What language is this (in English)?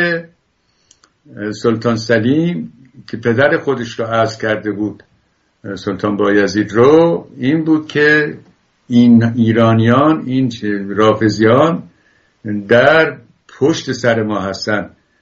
Persian